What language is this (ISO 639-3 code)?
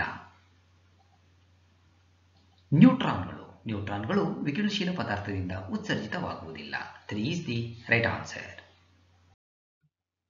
kan